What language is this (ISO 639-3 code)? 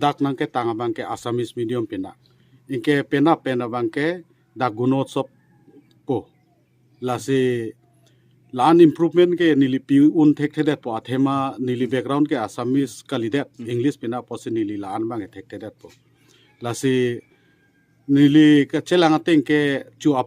mjw